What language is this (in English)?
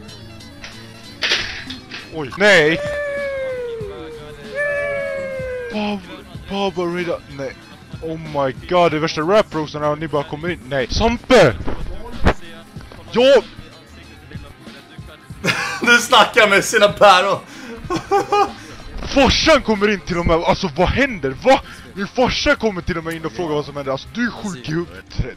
Swedish